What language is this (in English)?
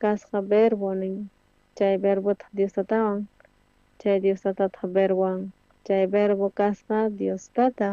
South Bolivian Quechua